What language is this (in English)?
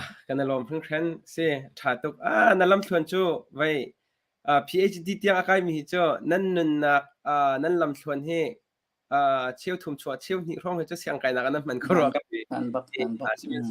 Hakha Chin